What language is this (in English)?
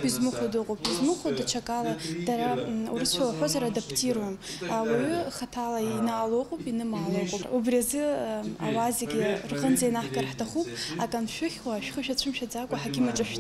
Abkhazian